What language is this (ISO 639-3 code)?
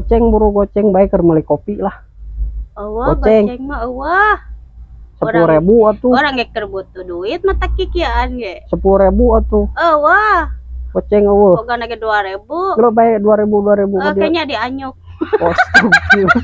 sun